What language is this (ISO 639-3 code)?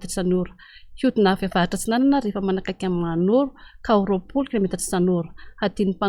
mlg